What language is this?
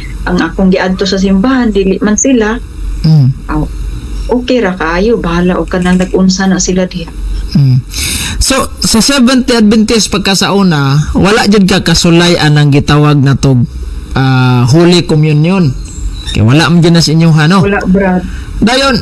Cebuano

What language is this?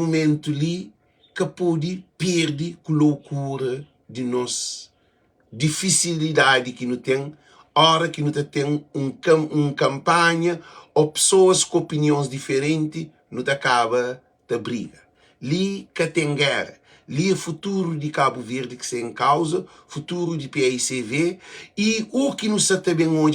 Kabuverdianu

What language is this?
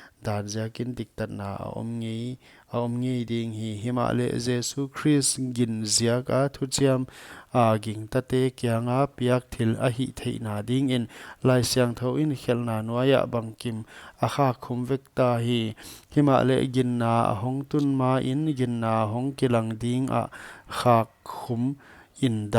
Paite Chin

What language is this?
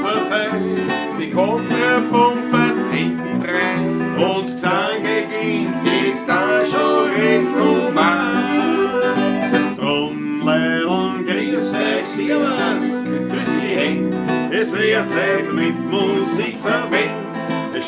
Bavarian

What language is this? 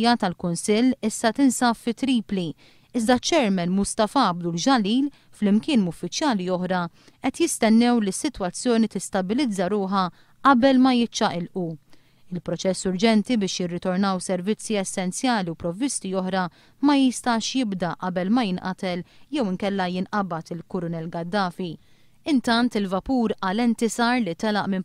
Maltese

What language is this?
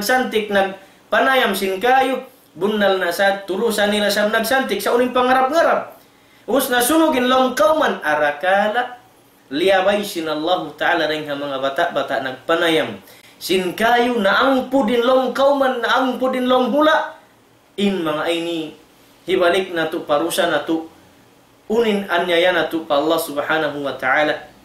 Tausug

